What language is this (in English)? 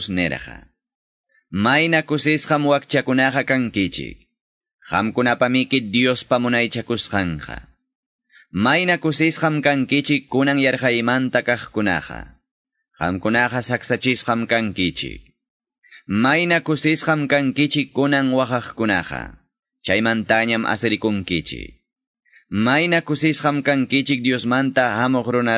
Ayacucho Quechua